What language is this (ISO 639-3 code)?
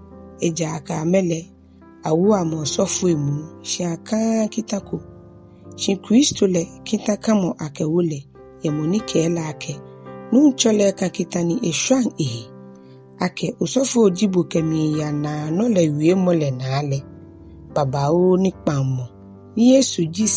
gaa